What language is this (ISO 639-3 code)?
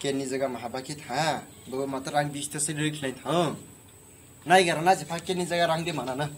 trp